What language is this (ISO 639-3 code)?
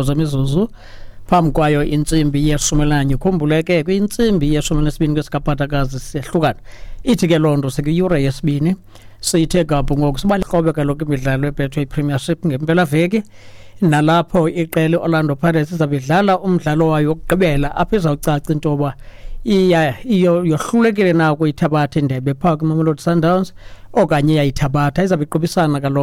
xho